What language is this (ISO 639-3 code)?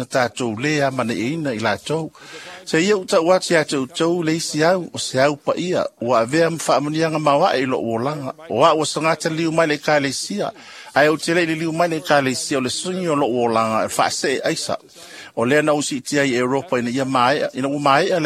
smo